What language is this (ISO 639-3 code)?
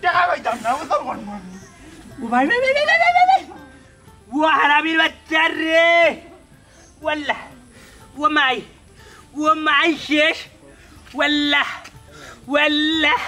syl